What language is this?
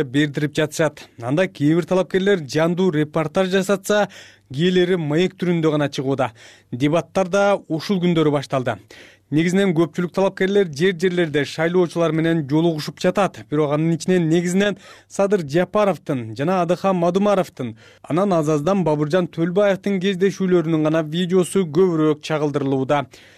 Kyrgyz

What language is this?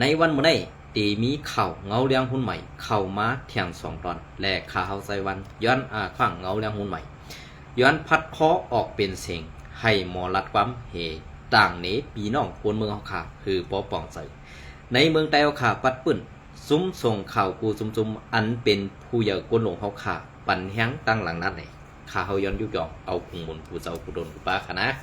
Shan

